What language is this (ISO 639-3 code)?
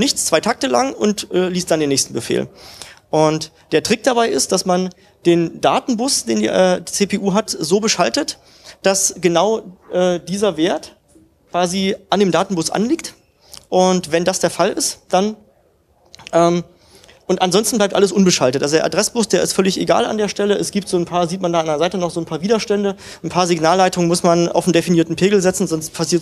deu